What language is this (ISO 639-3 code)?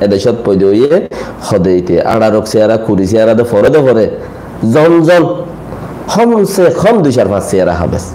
rhg